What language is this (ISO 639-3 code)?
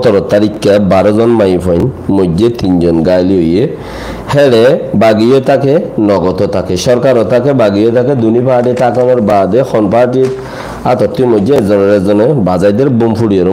rhg